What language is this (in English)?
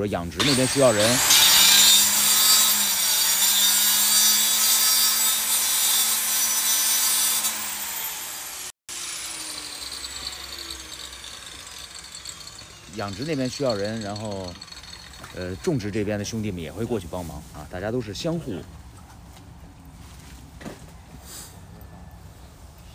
Chinese